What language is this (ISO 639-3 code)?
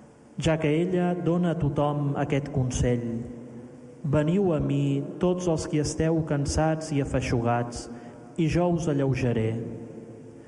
cat